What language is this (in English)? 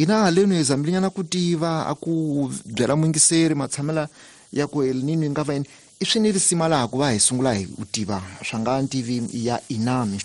Tsonga